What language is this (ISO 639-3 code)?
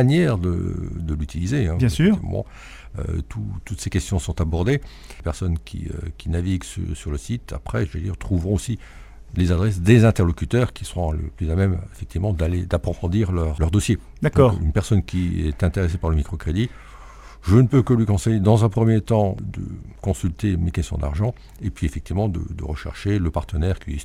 fra